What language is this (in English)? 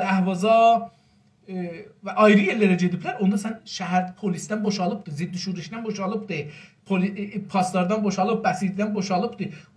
South Azerbaijani